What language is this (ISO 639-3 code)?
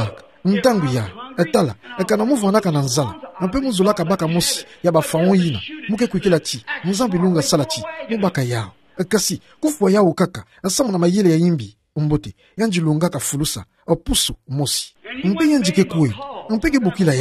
ktu